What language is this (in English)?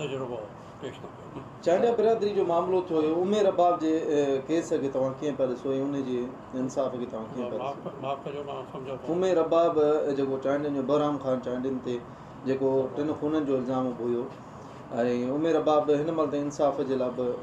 Sindhi